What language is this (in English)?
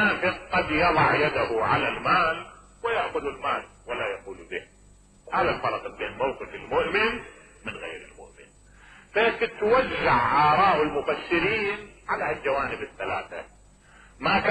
Mesopotamian Arabic